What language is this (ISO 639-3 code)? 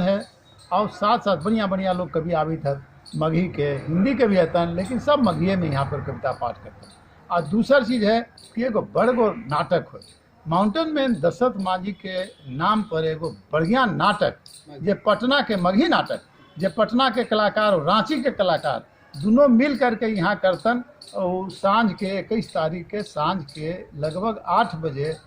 mag